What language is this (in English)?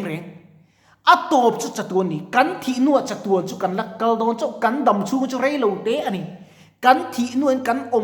Mizo